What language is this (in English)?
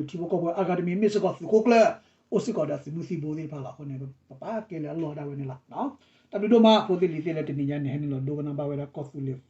S'gaw Karen